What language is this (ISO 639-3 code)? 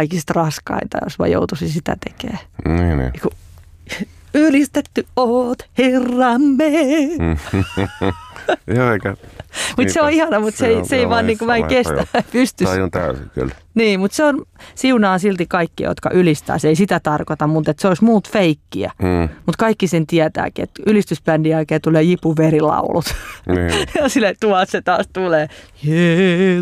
fin